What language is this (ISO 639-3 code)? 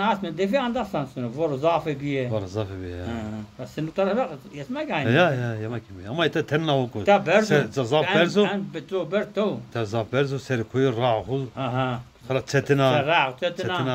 zza